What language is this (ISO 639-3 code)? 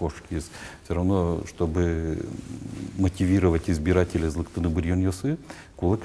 udm